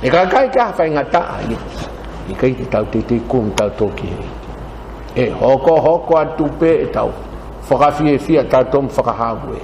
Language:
Tongan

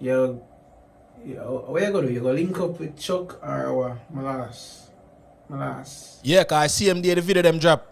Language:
Jamaican Creole English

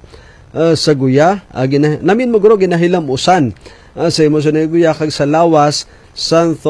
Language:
Hiligaynon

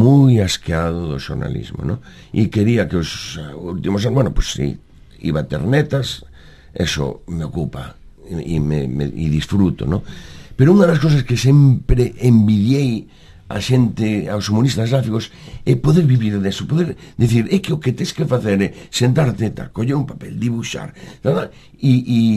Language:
Galician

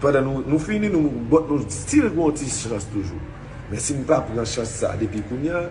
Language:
Haitian Creole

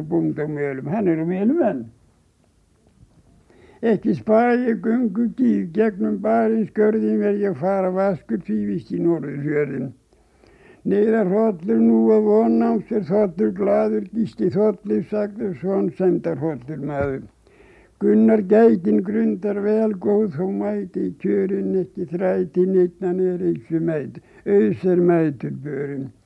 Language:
Icelandic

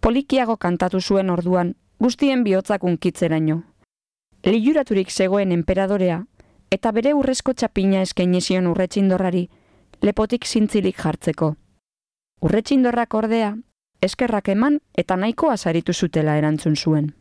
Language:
Basque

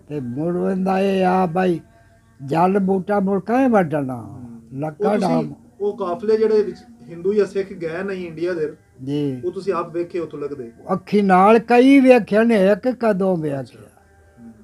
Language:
Punjabi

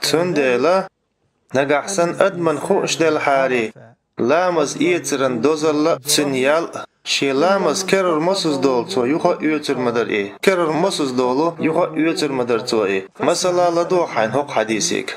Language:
Chechen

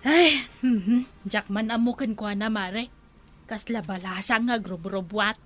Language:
Iloko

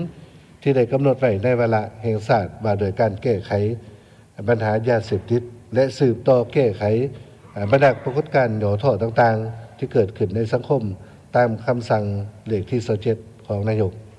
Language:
Lao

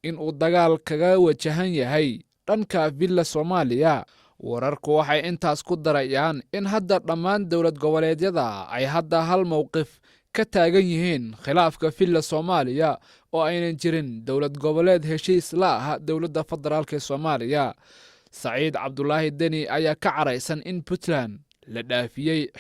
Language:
Somali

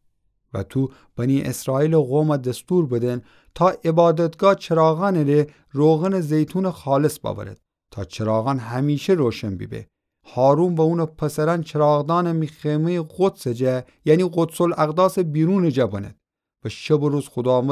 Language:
Gilaki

